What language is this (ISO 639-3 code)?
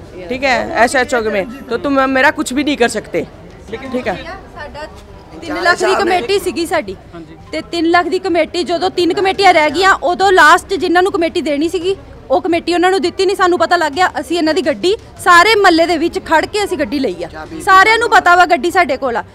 pan